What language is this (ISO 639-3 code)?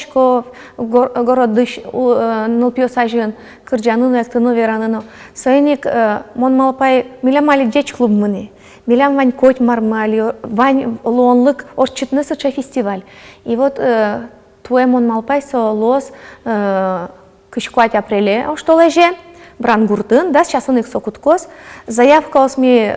udm